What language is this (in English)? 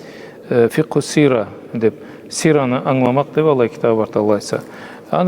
Karachay-Balkar